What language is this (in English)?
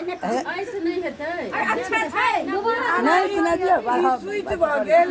Maithili